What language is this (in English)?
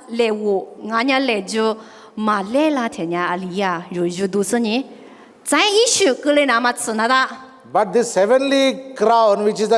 Lisu